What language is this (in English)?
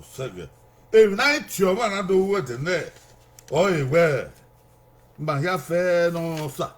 Bini